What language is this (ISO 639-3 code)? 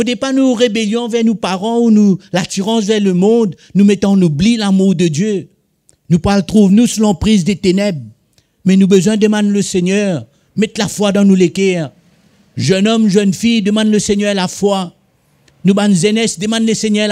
mfe